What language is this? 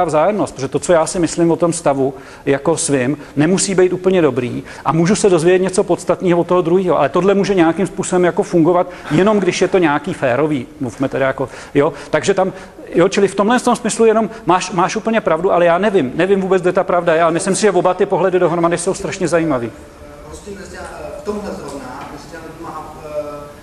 Czech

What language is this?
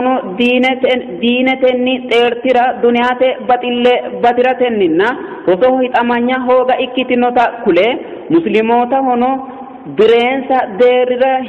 Sidamo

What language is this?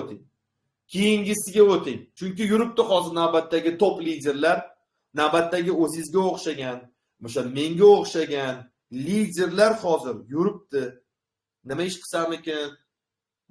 Uzbek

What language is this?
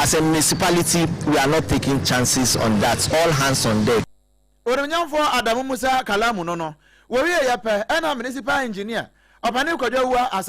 Akan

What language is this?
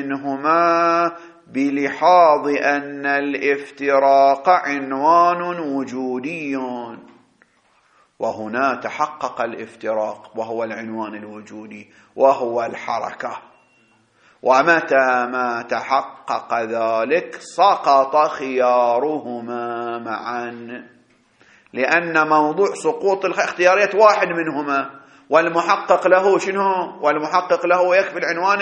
Arabic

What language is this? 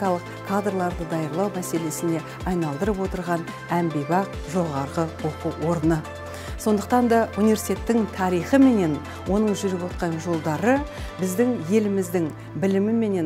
Kazakh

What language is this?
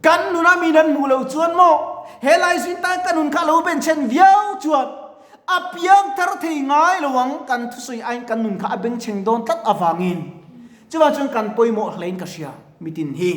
Mizo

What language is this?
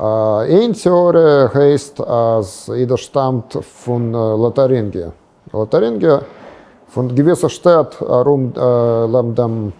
Yiddish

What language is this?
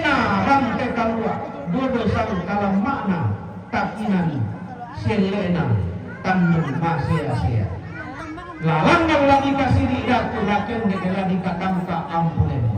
Toraja-Sa'dan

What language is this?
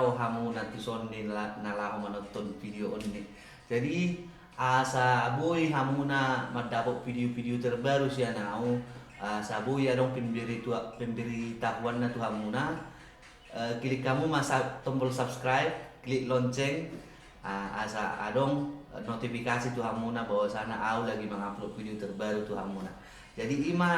Batak Toba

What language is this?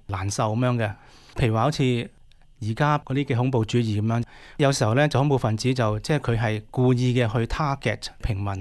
Cantonese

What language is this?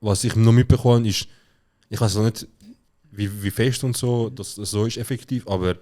Swiss German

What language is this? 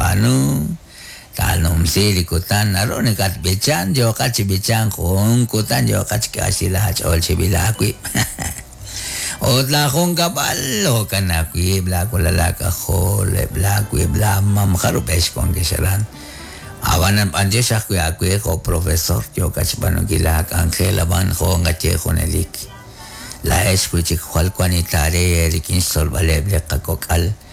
Kekchí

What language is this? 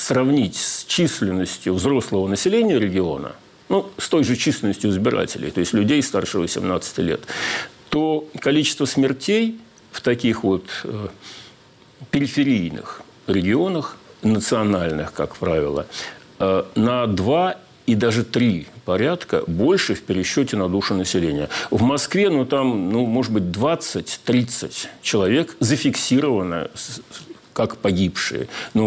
Russian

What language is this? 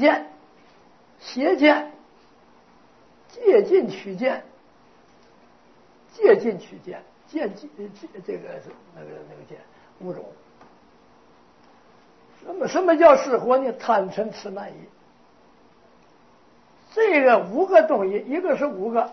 Chinese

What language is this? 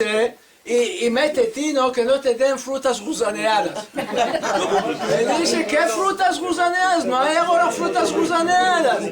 Ladino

